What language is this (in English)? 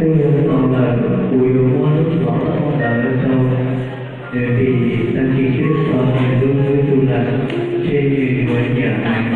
Hmong